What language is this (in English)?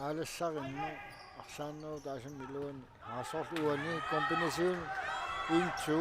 Kalaallisut